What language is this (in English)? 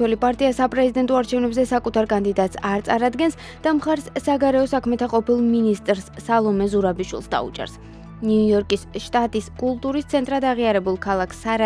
Georgian